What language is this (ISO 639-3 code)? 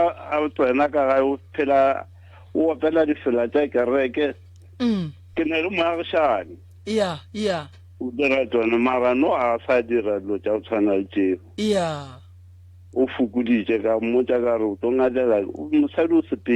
nso